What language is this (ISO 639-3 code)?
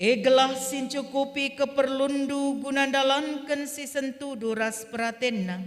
btx